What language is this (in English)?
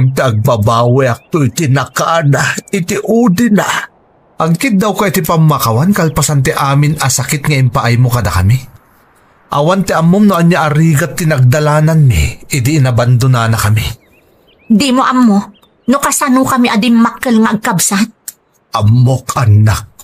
Iloko